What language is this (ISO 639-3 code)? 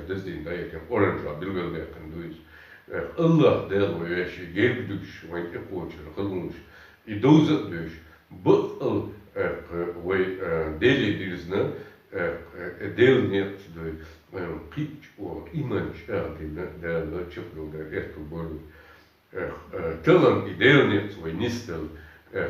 che